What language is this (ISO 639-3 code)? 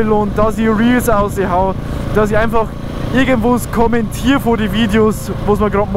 bar